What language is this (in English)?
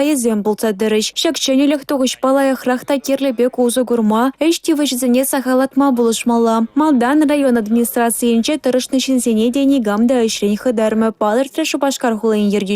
Chuvash